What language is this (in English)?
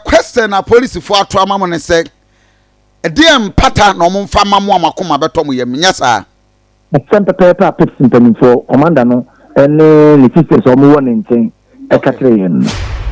Akan